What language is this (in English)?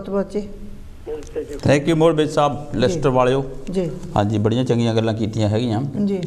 Punjabi